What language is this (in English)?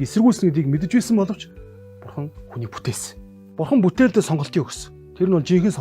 Mongolian